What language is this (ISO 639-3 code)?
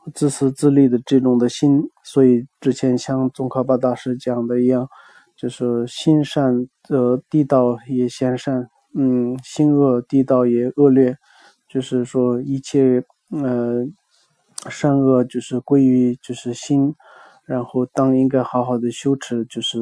zho